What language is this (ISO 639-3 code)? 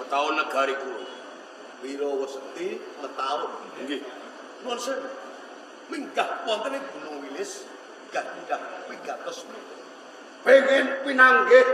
jav